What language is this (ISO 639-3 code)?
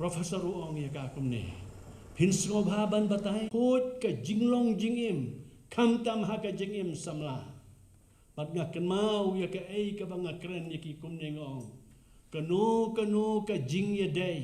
kha